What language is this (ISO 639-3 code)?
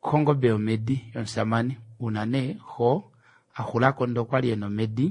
kua